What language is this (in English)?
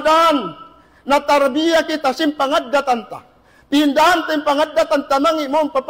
Tausug